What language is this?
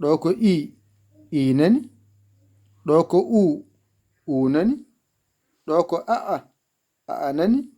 Fula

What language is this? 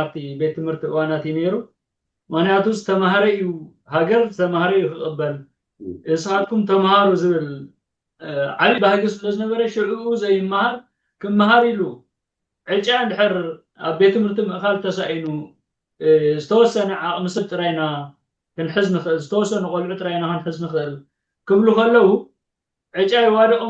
Tigrinya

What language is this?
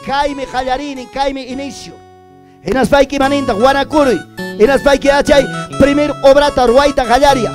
Ayacucho Quechua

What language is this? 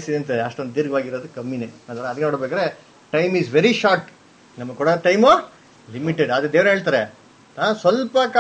Kannada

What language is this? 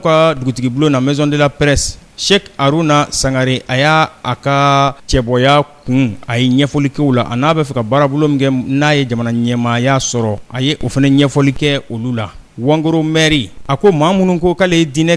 Bambara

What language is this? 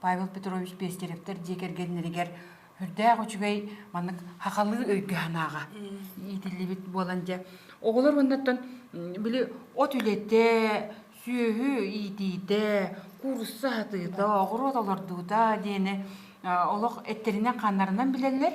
Yakut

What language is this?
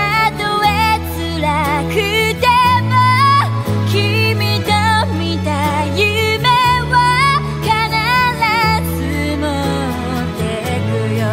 Japanese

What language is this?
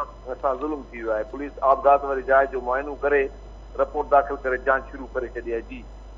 Sindhi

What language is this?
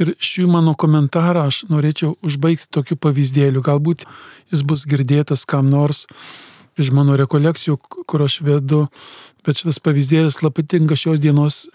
Lithuanian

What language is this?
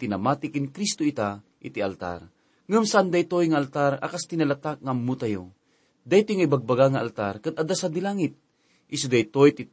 Iloko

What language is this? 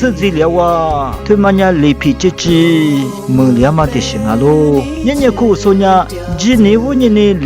Lisu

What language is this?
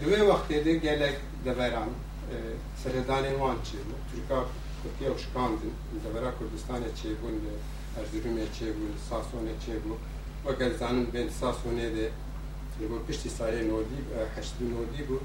Kurdish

